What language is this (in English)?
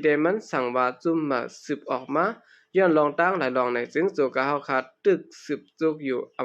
Shan